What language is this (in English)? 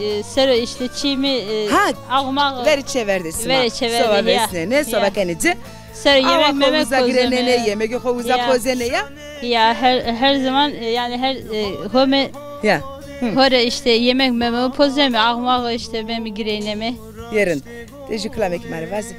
Zaza